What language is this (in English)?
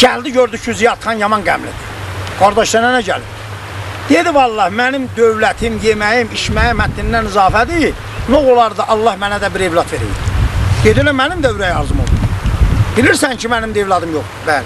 South Azerbaijani